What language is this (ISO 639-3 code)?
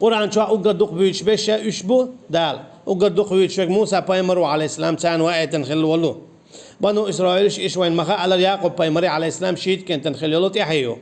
che